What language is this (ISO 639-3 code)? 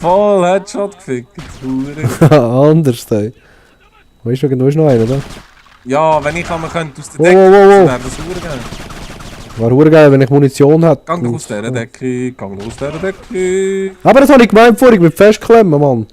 gsw